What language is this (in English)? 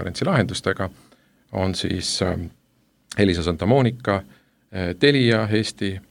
Estonian